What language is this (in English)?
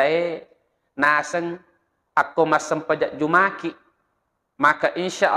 Buginese